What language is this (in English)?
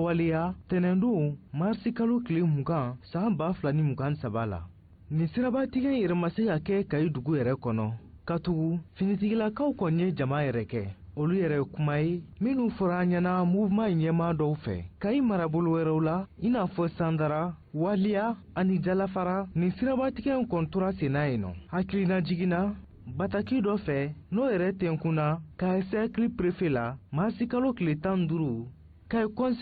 Bambara